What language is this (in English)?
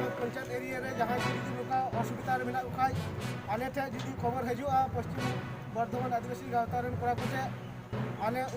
Santali